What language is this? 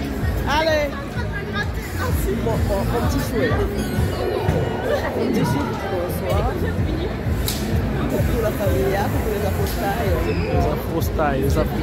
French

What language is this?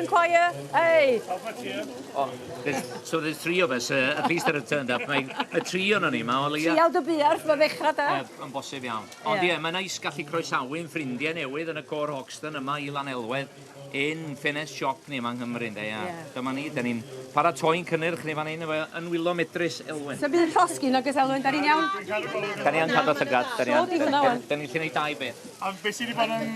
Welsh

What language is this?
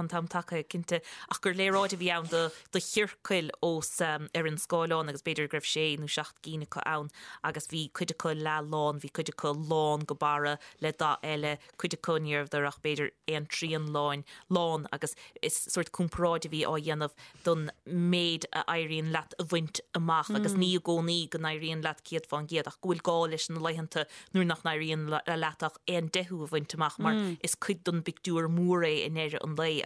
Irish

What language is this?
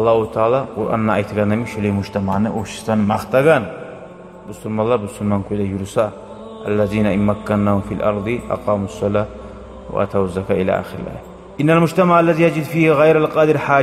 Kumyk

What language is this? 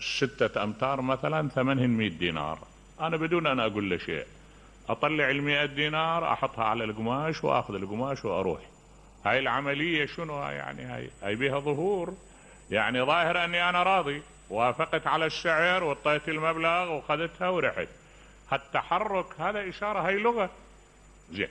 Mesopotamian Arabic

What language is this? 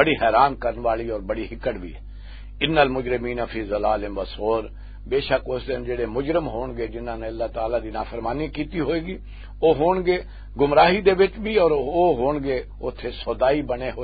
Western Panjabi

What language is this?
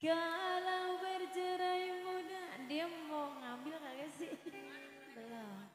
Betawi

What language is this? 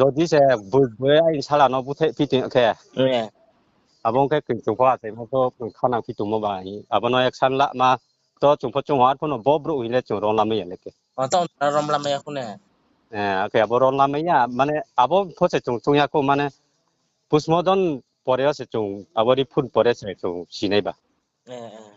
Riang (India)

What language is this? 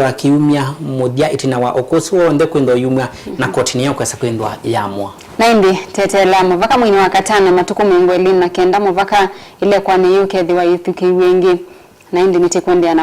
Kamba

